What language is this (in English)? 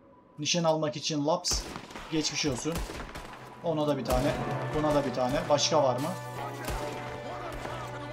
Turkish